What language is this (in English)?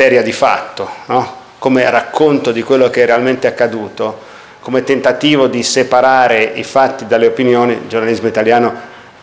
Italian